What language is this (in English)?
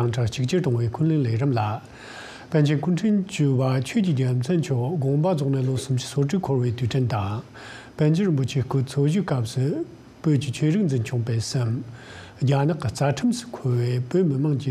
Tibetan